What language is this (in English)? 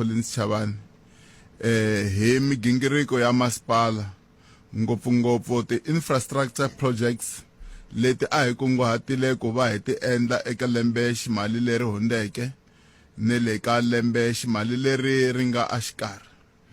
Tsonga